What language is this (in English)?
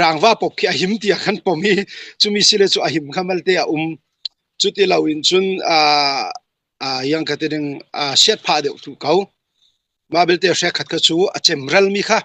Falam Chin